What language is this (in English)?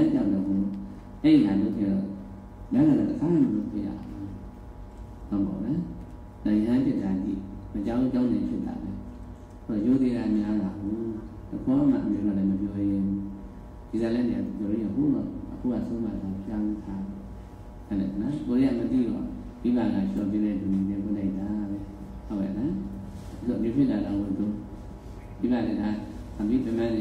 Burmese